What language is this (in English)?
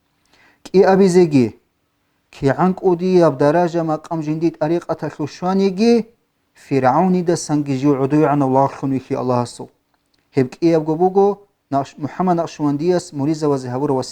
Avaric